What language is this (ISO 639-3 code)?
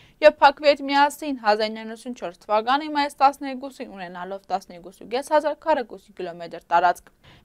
hye